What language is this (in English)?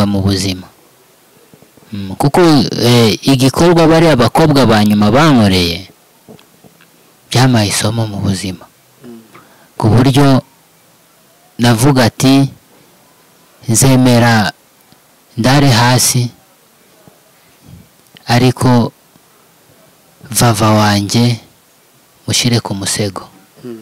Kinyarwanda